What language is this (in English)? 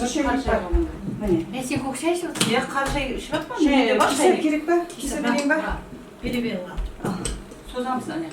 Kara-Kalpak